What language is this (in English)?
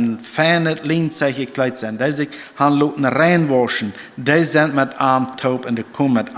Plautdietsch